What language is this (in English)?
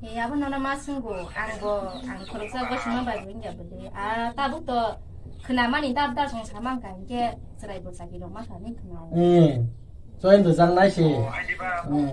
Kok Borok